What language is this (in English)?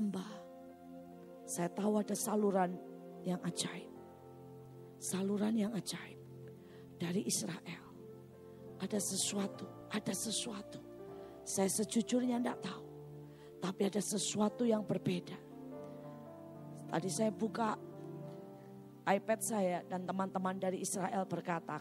Indonesian